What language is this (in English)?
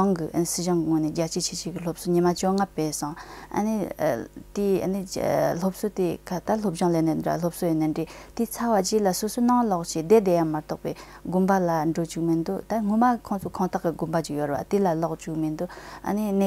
Tibetan